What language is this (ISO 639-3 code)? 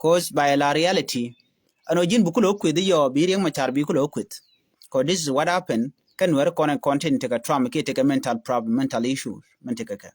nus